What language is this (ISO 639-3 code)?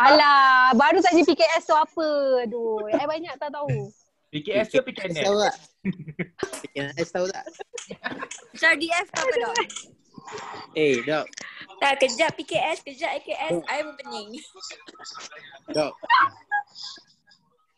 msa